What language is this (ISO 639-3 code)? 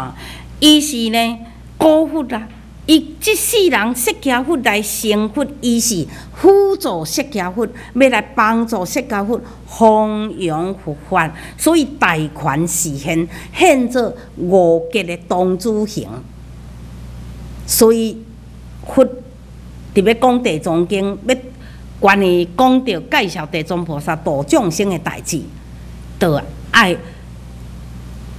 nan